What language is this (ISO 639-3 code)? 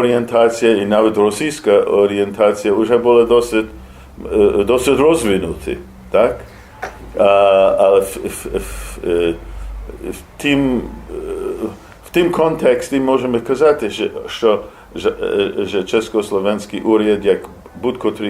rue